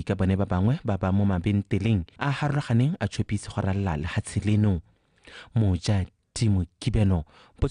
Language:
Tswana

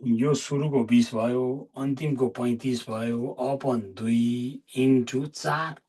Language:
Nepali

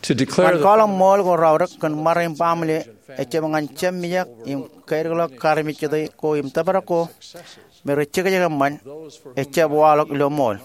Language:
Marshallese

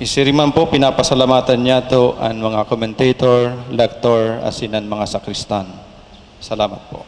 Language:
Bikol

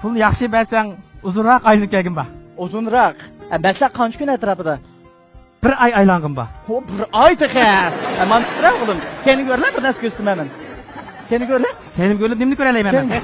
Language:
Uyghur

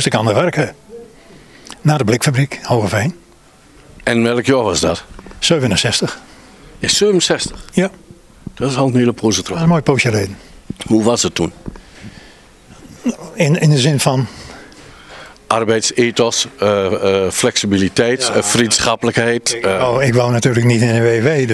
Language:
Dutch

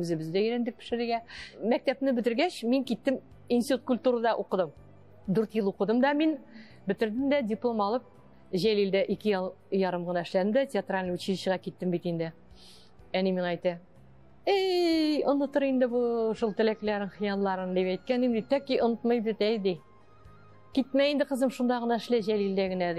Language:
Tatar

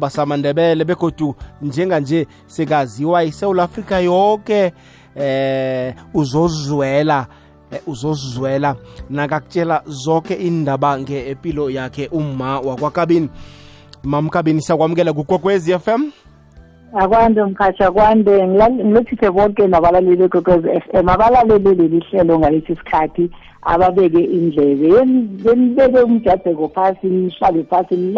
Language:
South Ndebele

